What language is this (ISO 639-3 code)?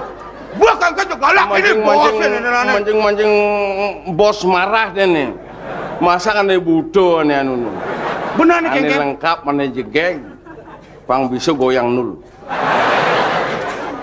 ban